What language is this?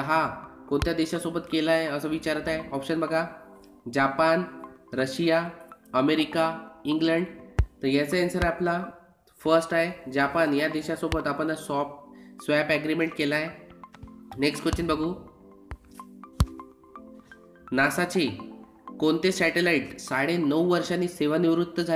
Marathi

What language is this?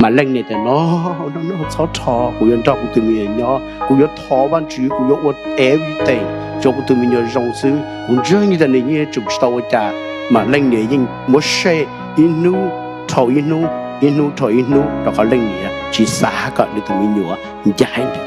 Hmong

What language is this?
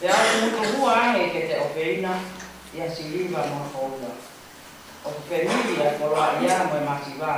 Tongan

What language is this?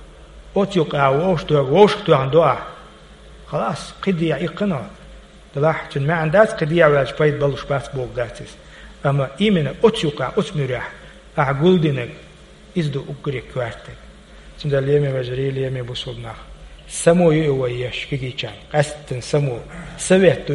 Chechen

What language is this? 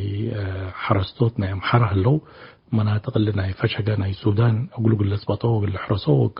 Tigre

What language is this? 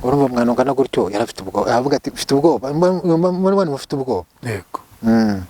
Kinyarwanda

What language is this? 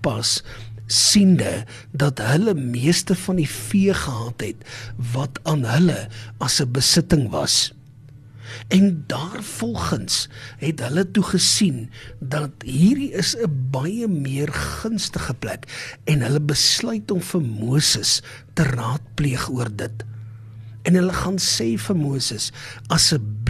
Afrikaans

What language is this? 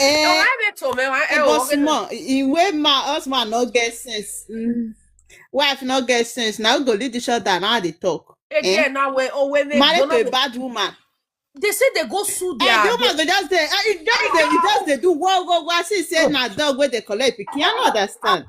Nigerian Pidgin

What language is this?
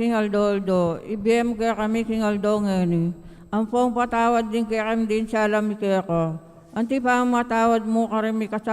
Pampanga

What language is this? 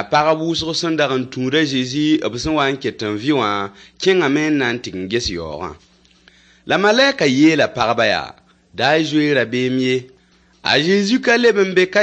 Mossi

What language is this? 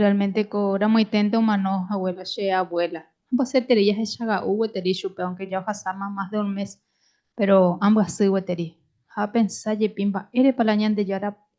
Guarani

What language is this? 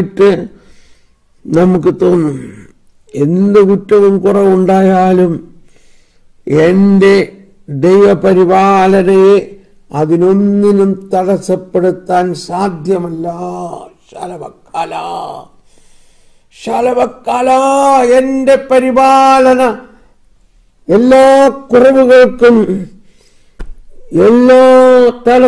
Malayalam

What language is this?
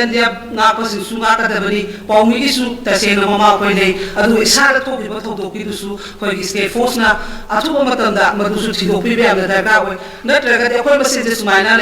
Manipuri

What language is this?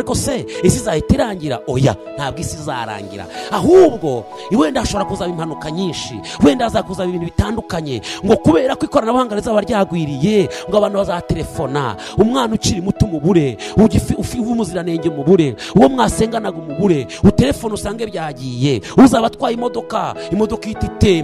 Kinyarwanda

